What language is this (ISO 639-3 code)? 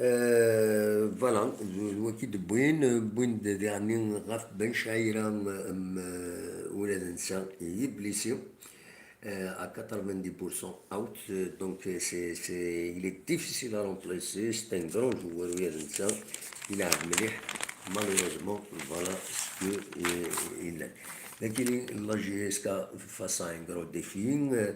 kab